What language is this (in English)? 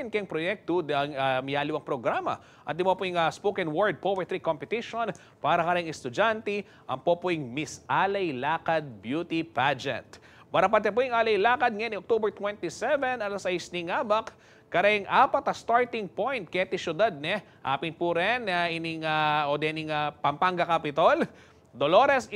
Pampanga